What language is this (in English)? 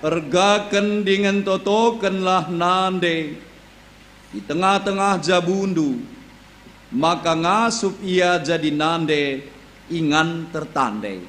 Batak Karo